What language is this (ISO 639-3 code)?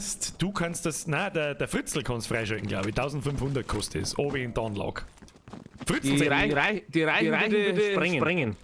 bar